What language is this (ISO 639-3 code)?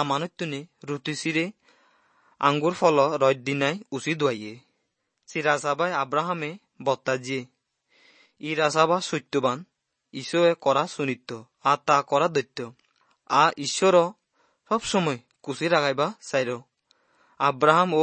asm